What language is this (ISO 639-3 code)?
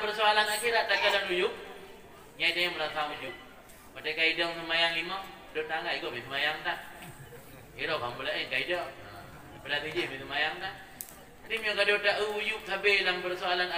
ace